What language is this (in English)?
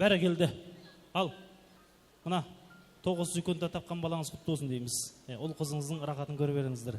Kara-Kalpak